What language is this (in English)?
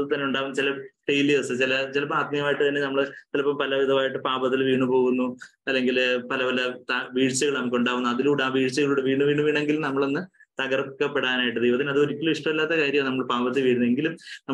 Malayalam